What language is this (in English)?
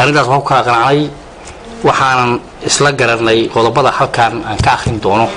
Somali